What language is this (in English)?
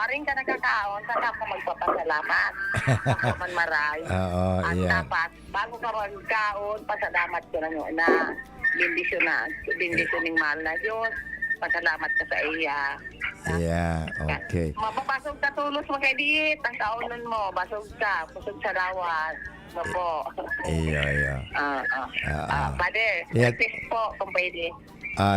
Bikol